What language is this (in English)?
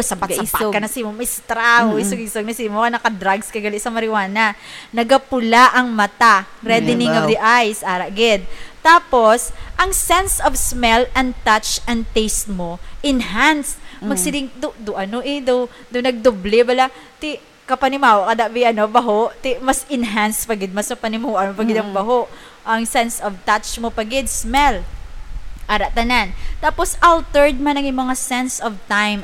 Hiligaynon